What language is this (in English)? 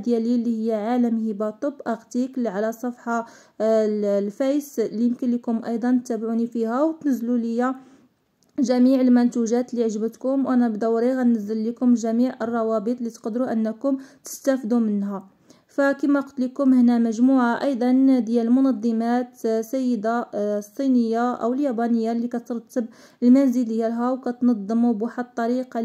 Moroccan Arabic